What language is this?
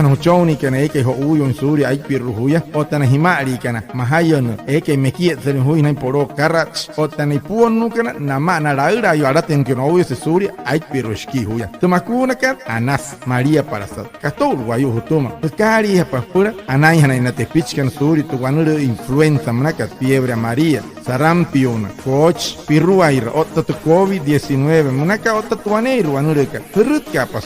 Wayuu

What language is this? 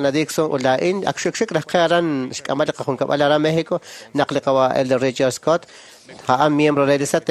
Kekchí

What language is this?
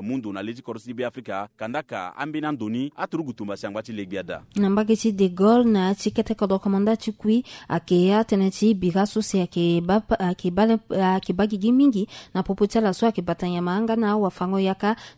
Sango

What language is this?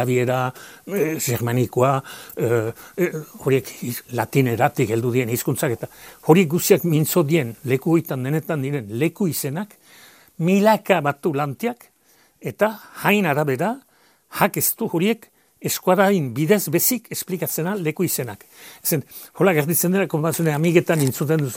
Basque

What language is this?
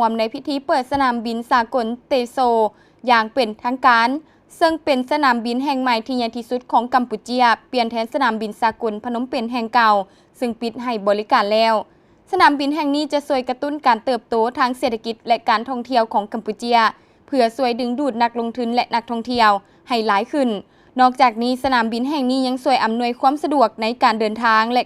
Lao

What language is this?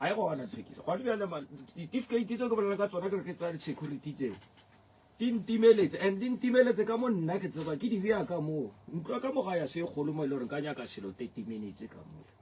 Northern Sotho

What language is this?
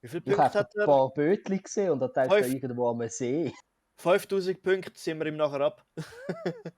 Swiss German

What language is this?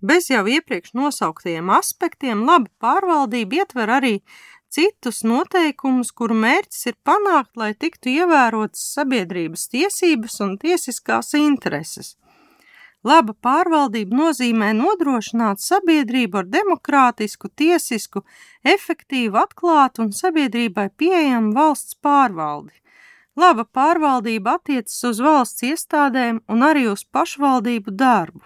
Latvian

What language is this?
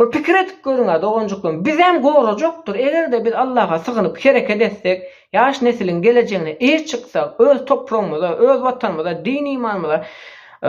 Turkmen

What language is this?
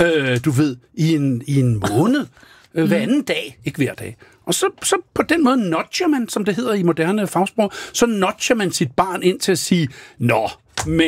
Danish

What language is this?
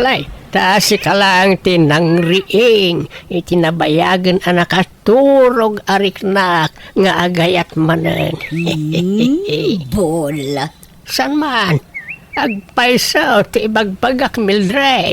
Iloko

